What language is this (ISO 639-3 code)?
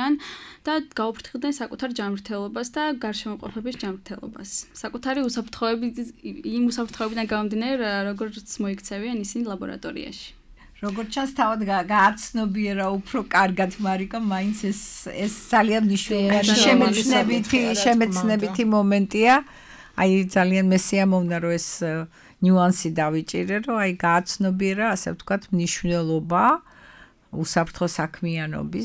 kat